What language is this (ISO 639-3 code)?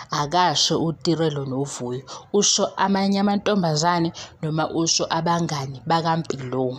zul